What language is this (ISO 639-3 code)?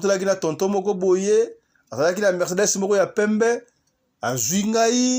lin